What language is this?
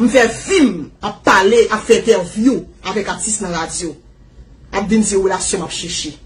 Haitian Creole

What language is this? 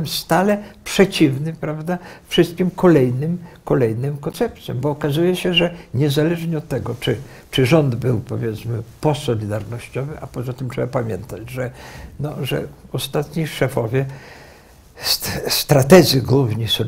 Polish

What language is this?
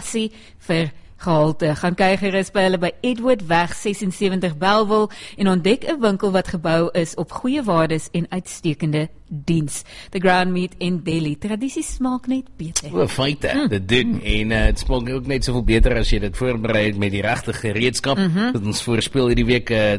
Afrikaans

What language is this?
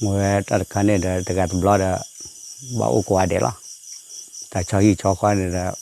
S'gaw Karen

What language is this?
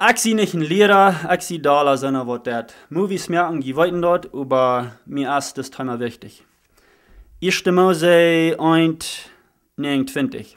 Plautdietsch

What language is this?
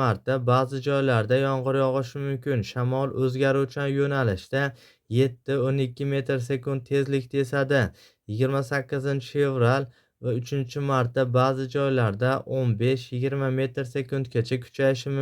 Uzbek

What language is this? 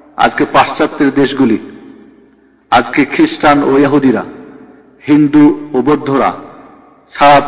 Bangla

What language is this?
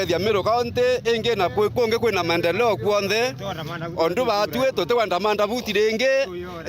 Meru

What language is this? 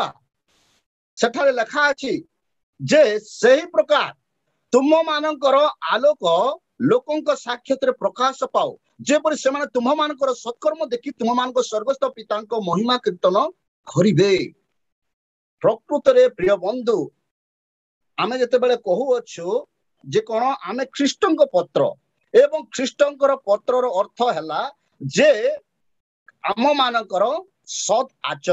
Odia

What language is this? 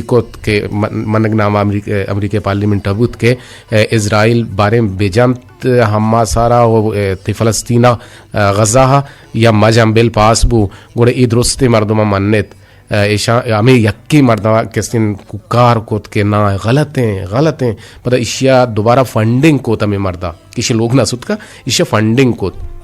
Eastern Balochi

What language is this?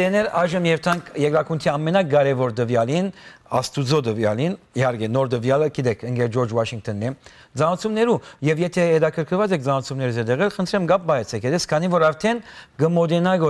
Western Armenian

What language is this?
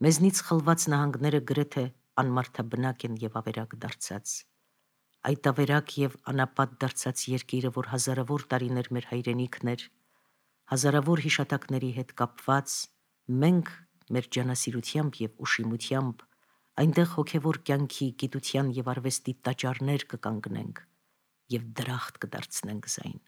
Armenian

